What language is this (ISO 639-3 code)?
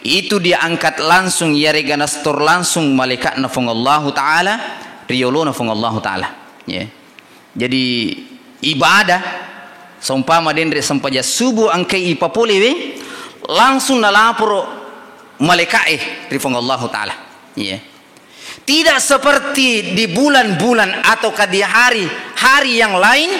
bug